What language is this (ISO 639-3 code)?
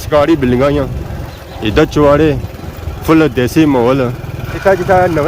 phr